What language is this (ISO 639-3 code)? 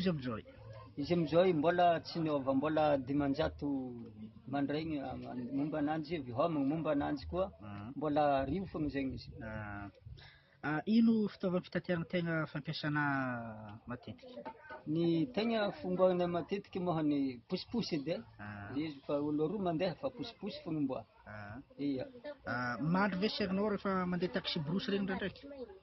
mlg